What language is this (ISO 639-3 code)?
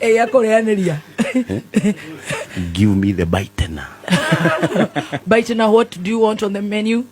kik